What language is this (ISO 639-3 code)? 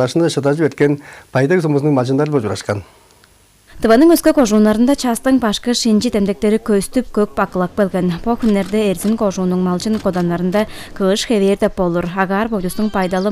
tyv